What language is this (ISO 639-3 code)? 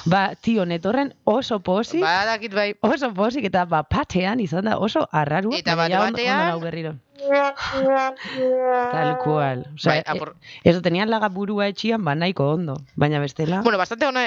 eus